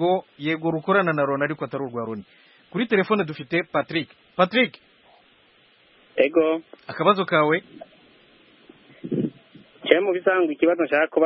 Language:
Kinyarwanda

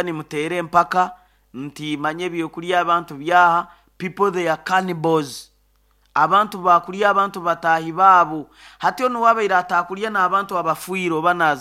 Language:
Nyoro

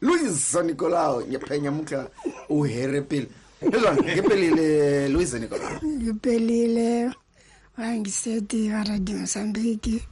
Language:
Tsonga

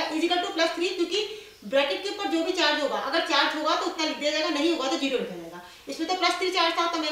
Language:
Hindi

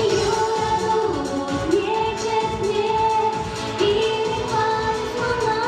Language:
Chuvash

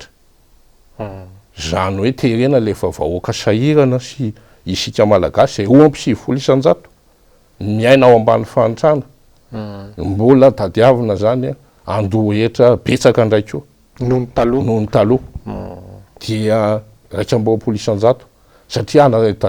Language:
Malagasy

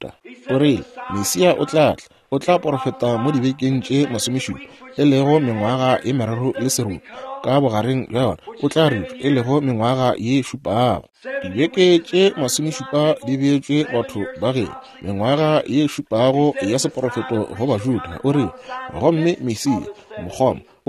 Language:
Northern Sotho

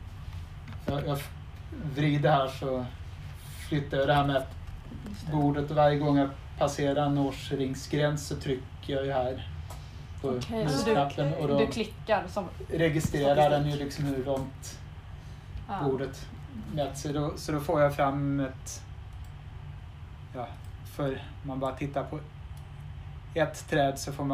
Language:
Swedish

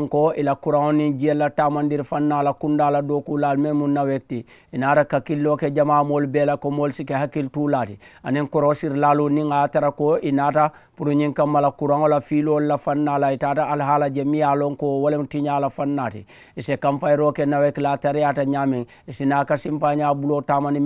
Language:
Mandingo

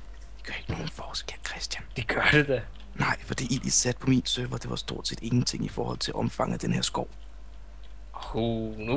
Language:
Danish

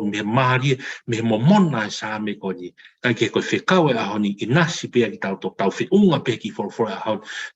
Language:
Tongan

